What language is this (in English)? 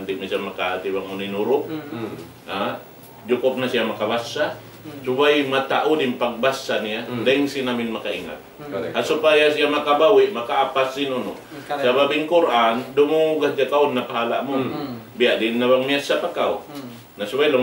Tausug